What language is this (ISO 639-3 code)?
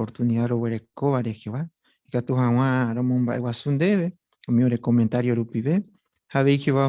grn